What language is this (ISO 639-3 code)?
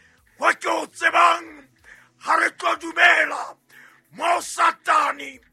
sot